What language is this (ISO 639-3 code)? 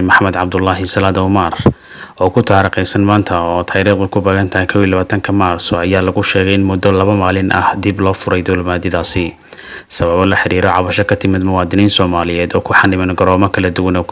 som